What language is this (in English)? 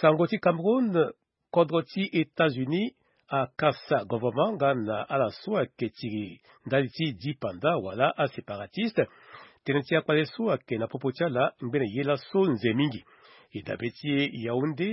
Sango